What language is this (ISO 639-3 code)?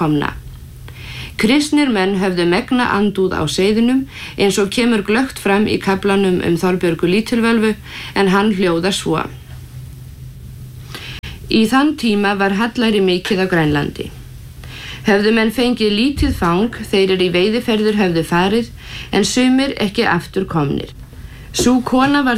isl